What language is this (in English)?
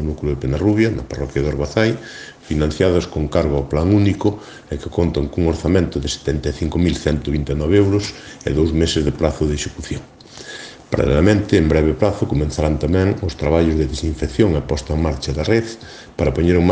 Galician